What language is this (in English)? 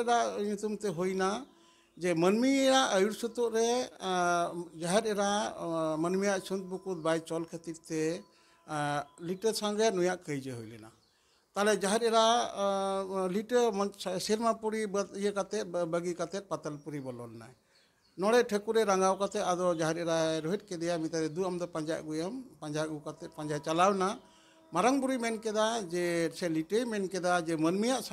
Santali